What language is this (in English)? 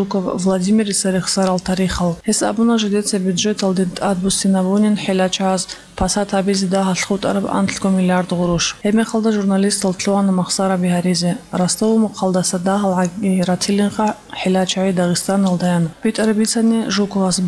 Avaric